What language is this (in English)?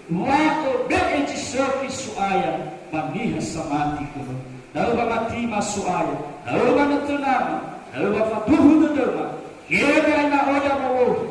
Nias